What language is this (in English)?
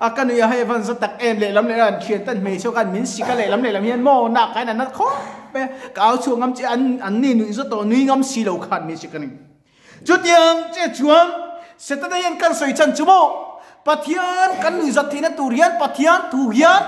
Mizo